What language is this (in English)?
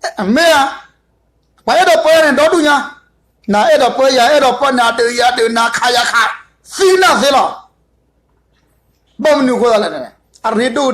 S'gaw Karen